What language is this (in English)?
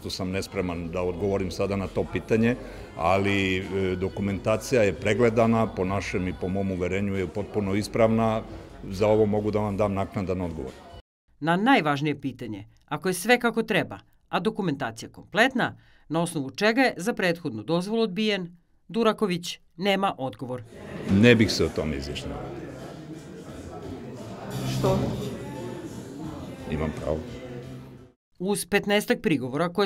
Serbian